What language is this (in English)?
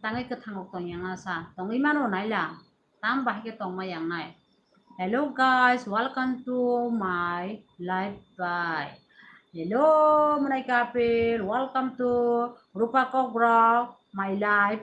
Kok Borok